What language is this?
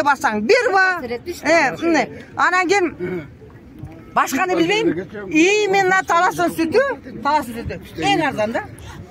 Kyrgyz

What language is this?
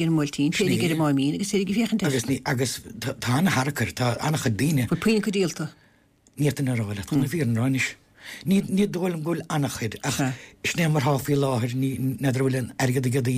Irish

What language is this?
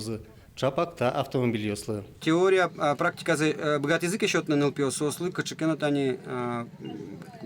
Udmurt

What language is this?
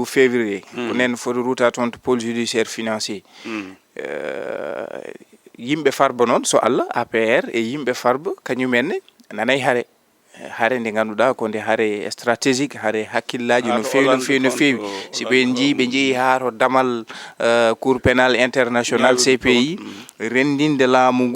Fula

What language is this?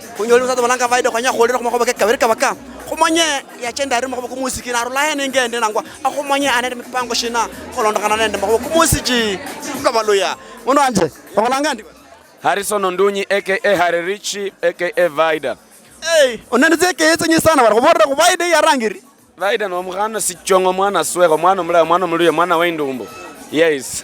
Luyia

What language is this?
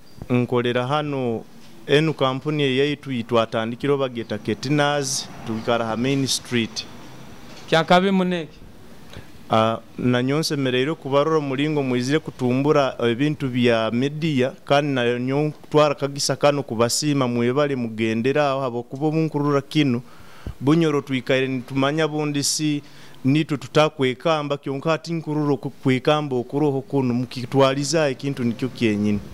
Nyoro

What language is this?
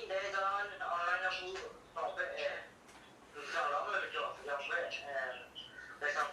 Kachin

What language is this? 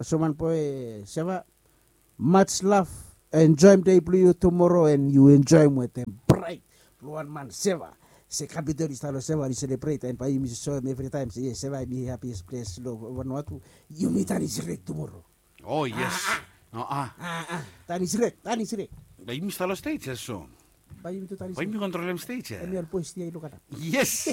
Bislama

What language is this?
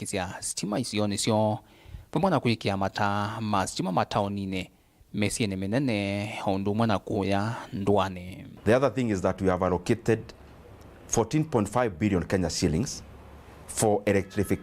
Kamba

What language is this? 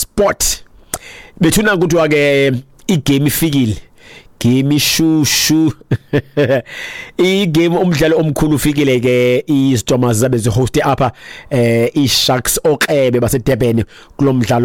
Xhosa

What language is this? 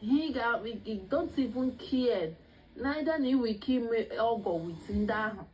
Igbo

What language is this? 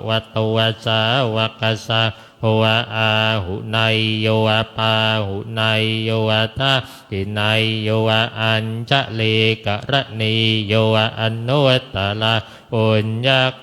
Pali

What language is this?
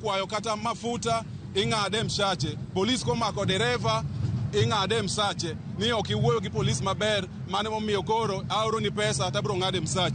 Luo (Kenya and Tanzania)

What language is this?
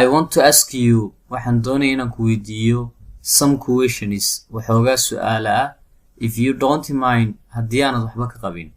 Somali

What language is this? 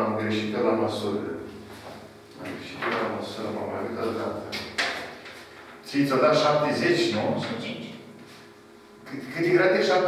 Romanian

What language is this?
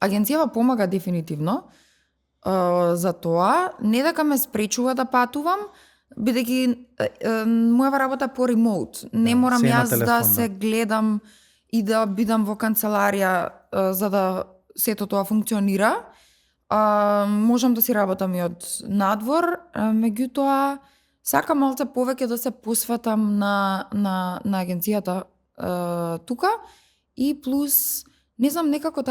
Macedonian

